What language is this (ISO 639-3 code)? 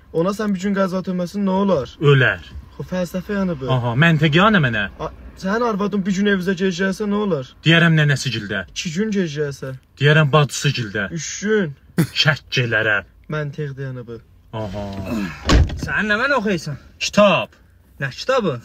azb